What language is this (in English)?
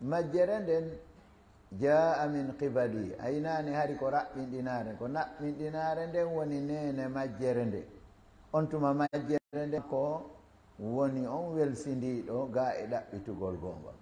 Fula